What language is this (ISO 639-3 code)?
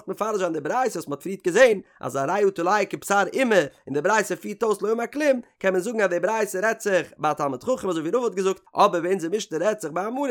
yid